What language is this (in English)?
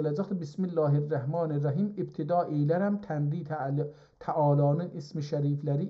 South Azerbaijani